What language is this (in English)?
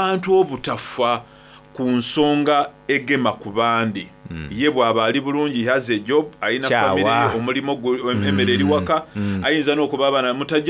Soga